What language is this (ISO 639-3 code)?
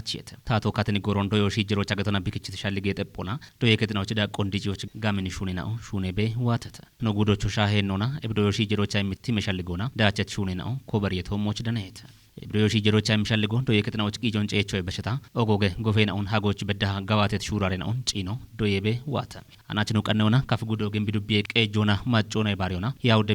kbr